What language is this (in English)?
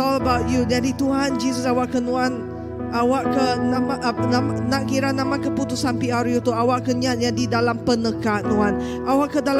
Iban